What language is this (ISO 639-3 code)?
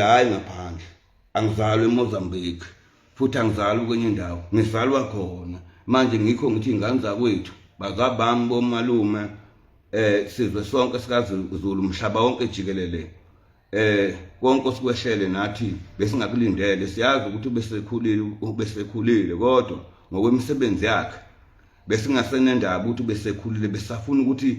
zul